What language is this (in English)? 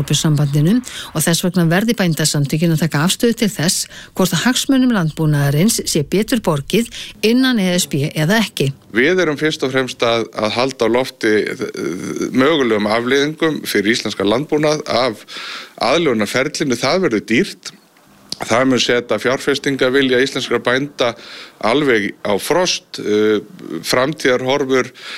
Icelandic